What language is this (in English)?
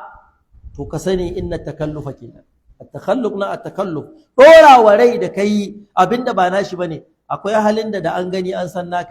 Hausa